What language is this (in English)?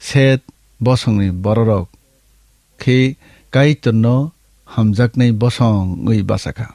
Kok Borok